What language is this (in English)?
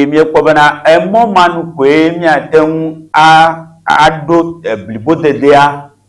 Ewe